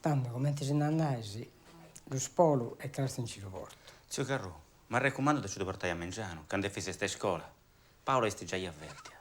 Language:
Sardinian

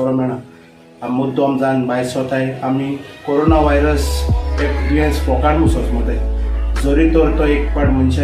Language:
Konkani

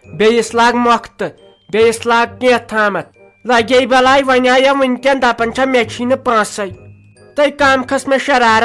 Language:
Kashmiri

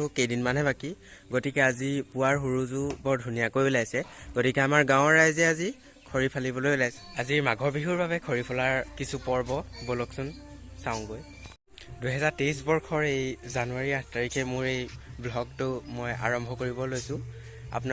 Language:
Assamese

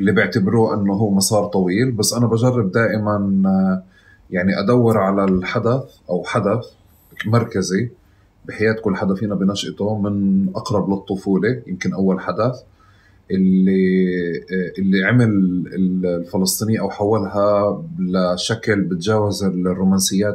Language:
North Levantine Arabic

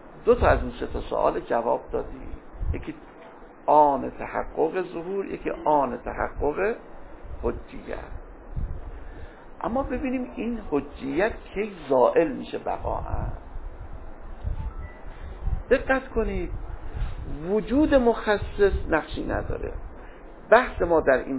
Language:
Persian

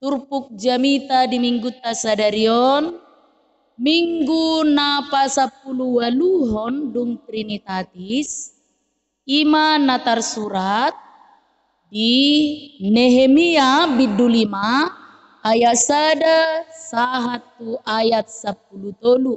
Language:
Batak Toba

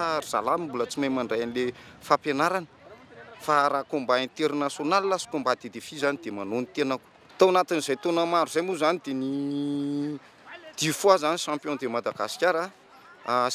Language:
Malagasy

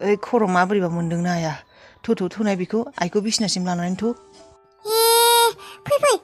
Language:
Bodo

